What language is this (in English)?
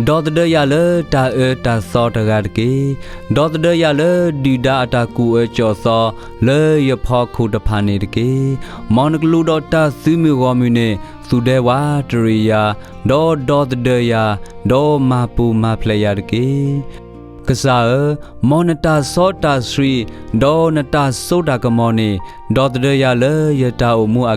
S'gaw Karen